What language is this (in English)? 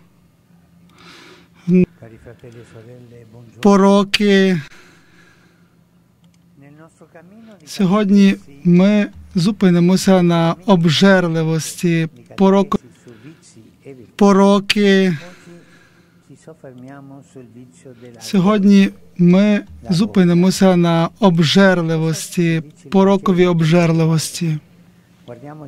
Ukrainian